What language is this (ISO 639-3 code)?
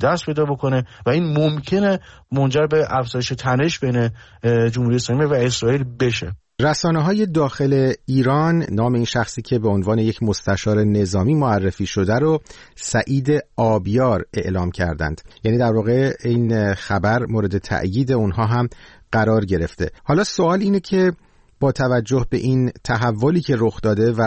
fas